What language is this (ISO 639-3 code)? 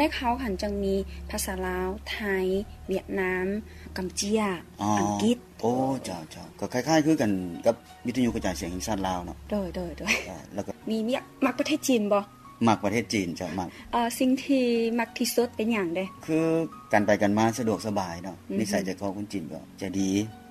lao